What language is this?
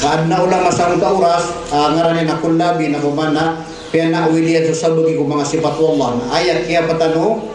Maranao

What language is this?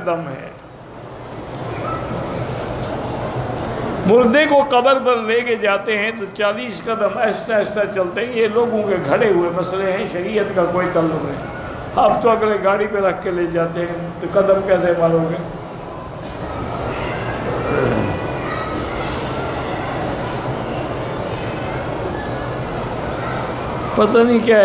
Urdu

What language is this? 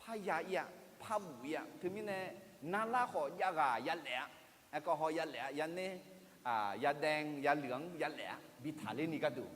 Akha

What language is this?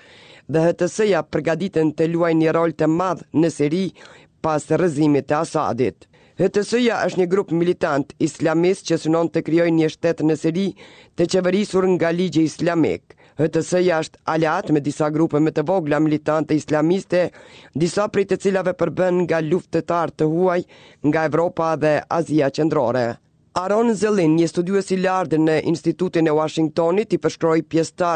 Albanian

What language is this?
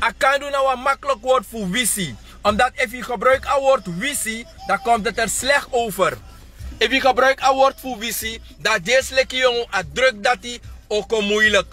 Sranan Tongo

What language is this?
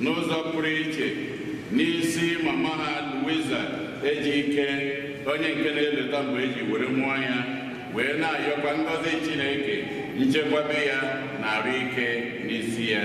Igbo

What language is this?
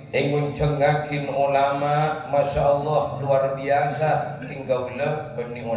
Madurese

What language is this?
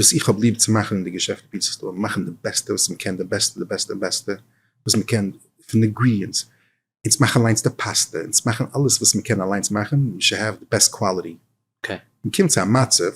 Yiddish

